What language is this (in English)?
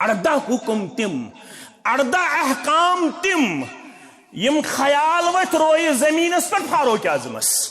Kashmiri